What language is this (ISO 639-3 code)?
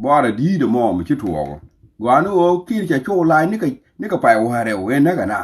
nus